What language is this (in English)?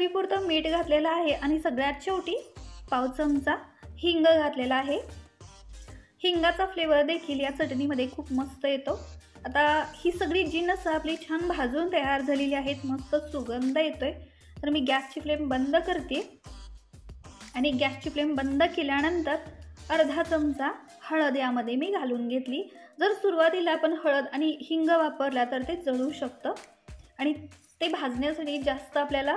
Marathi